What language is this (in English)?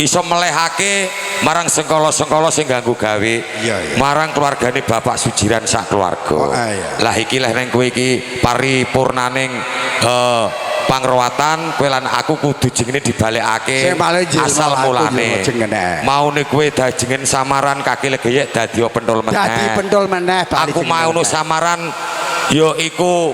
Javanese